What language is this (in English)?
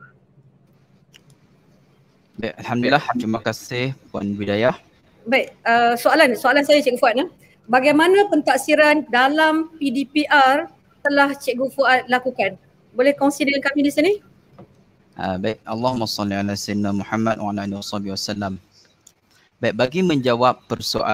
Malay